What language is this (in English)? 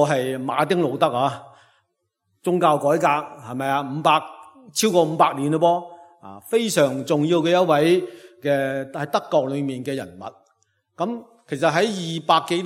Cantonese